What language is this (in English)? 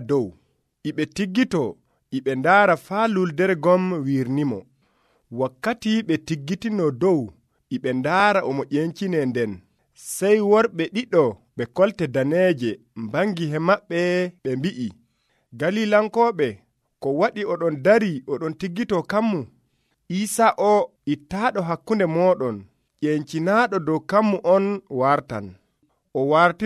Nigerian Fulfulde